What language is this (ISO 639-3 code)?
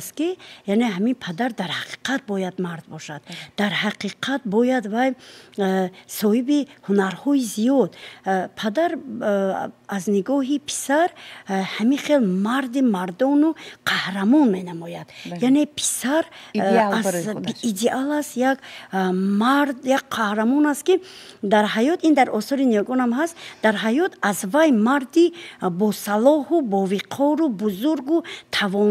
tgk